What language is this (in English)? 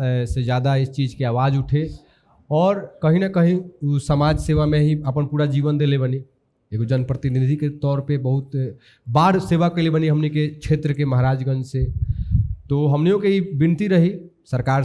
Bhojpuri